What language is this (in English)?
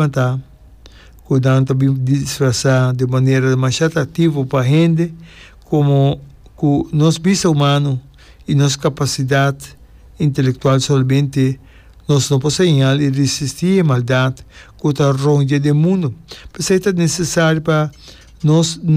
Papiamento